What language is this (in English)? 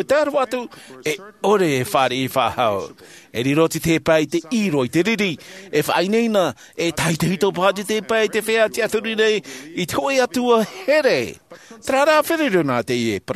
Tahitian